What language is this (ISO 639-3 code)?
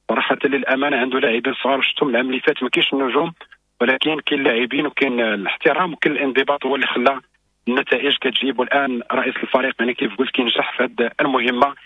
ary